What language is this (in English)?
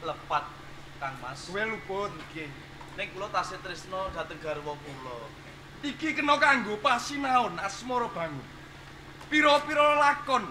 Javanese